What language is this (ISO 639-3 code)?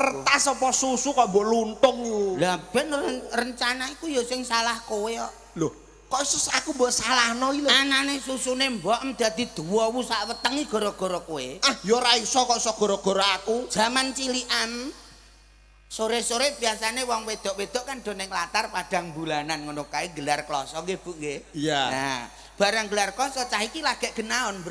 jav